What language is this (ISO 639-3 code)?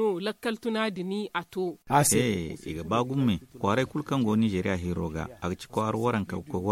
dje